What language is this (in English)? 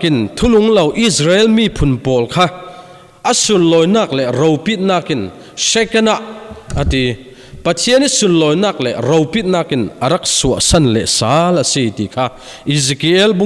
Falam Chin